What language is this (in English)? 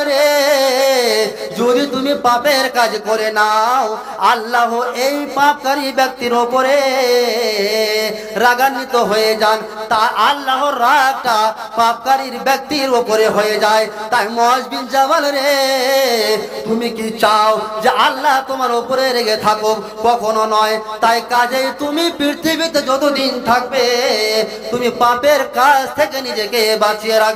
Bangla